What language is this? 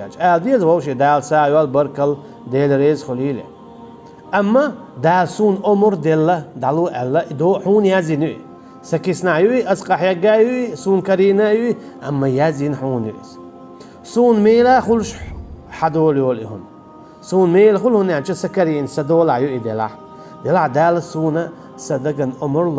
Chechen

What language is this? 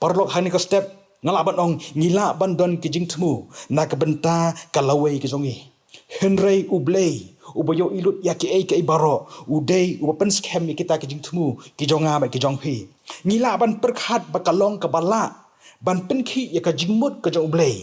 Khasi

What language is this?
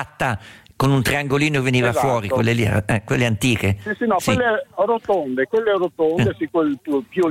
Italian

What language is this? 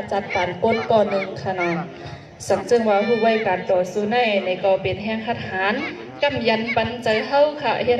Shan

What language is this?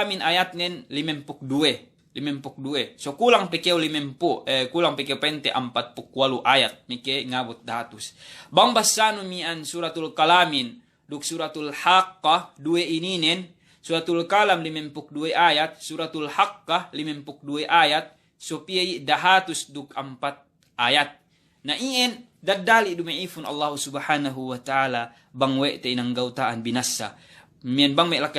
Yakan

